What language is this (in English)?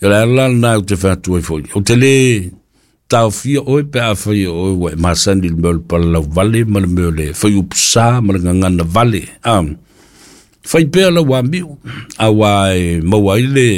Samoan